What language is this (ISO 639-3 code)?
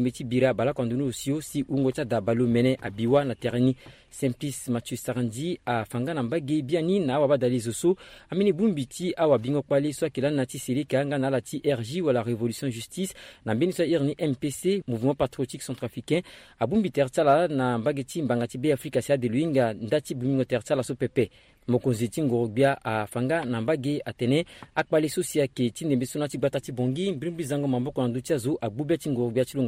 sag